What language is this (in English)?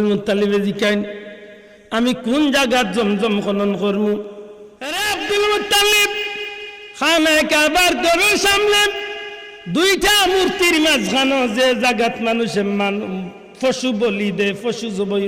Sylheti